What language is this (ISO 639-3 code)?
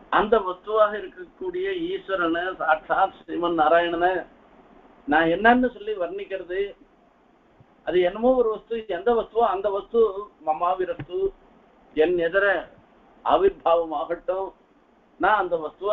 tam